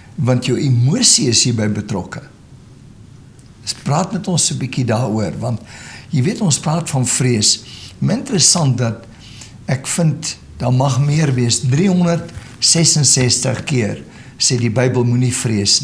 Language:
Afrikaans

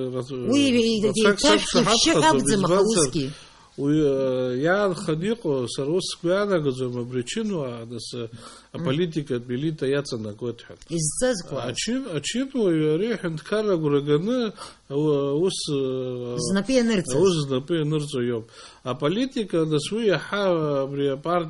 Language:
Abkhazian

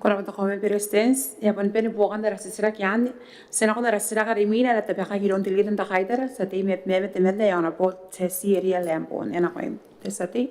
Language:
Gilbertese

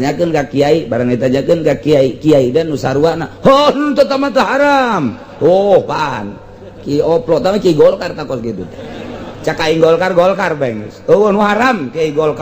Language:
Sundanese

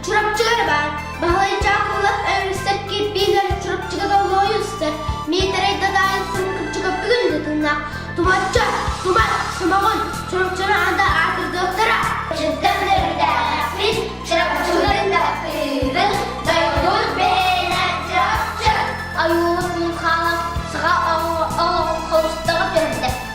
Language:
Yakut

